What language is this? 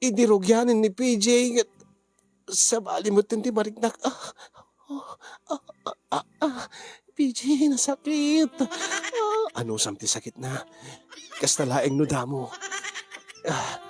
Iloko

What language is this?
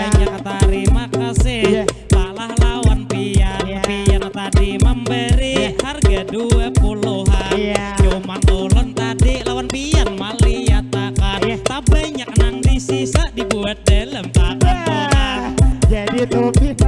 Banjar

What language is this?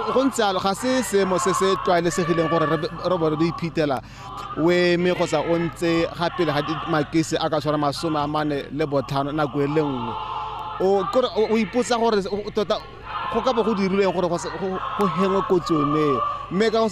Tswana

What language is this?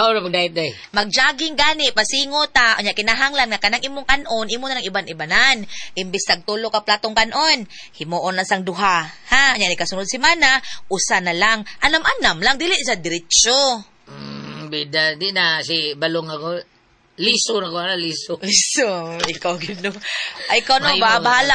Cebuano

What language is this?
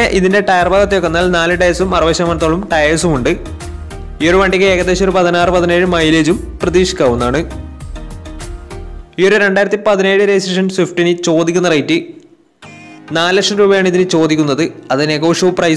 Malayalam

